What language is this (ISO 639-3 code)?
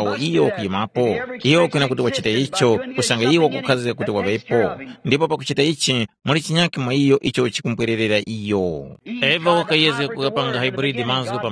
tum